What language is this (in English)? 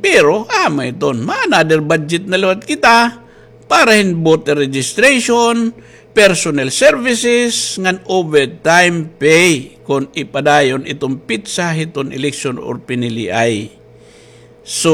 Waray